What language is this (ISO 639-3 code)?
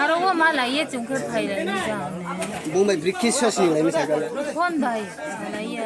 trp